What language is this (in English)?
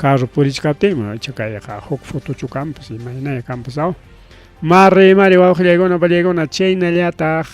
Ayacucho Quechua